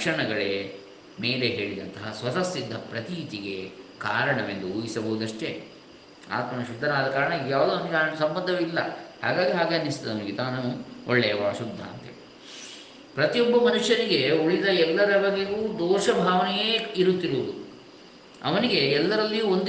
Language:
Kannada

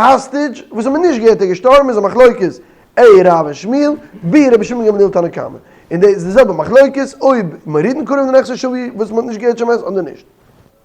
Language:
Yiddish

